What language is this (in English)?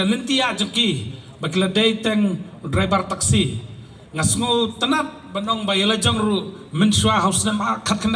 Khasi